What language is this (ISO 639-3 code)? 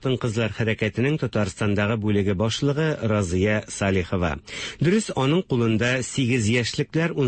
tat